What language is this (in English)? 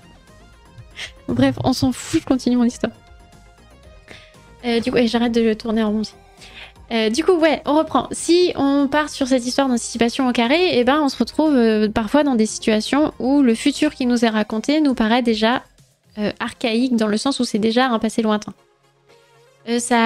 French